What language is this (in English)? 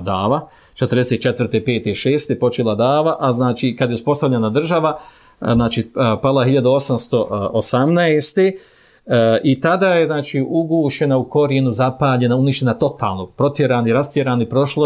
Bosnian